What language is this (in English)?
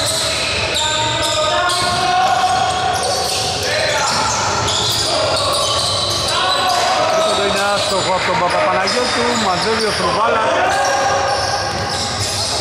Greek